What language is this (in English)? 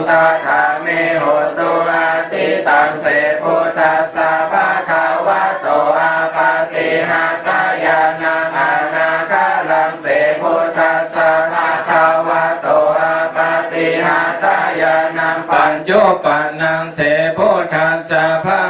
Pali